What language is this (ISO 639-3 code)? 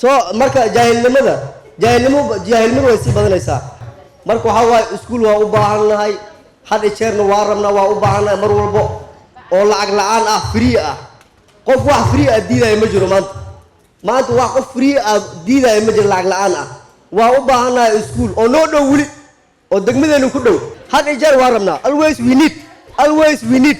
som